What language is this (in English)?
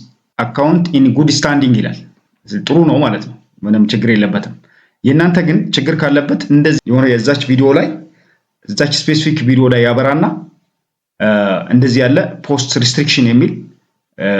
Amharic